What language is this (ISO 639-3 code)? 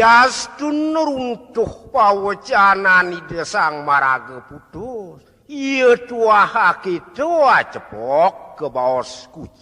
ban